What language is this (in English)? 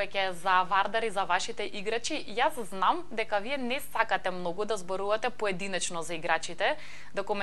Macedonian